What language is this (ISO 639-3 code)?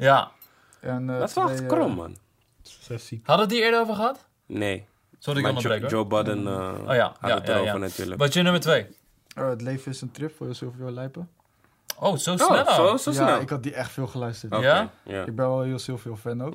nld